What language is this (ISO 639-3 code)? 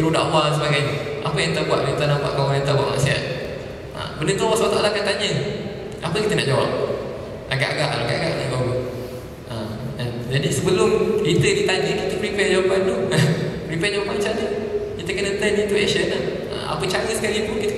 msa